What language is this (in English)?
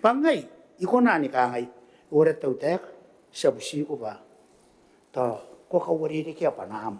Gilbertese